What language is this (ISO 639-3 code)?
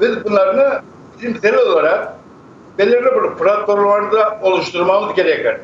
crh